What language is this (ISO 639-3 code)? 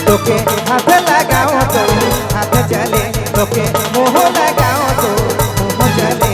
sck